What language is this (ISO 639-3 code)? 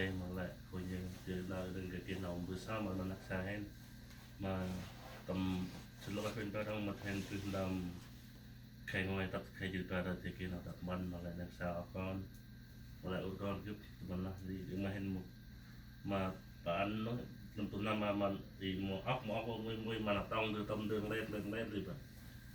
cmo